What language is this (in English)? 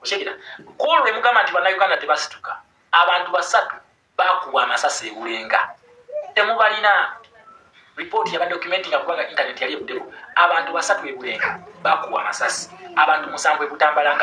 Ganda